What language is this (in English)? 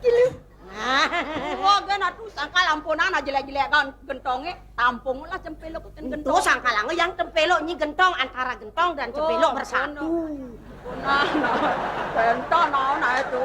Balinese